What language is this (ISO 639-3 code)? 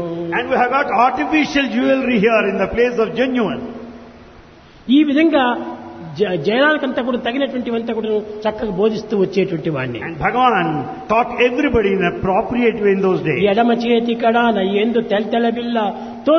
tel